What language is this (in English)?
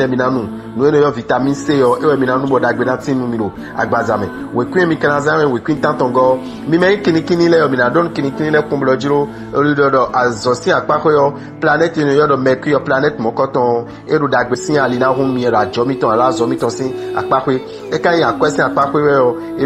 Fon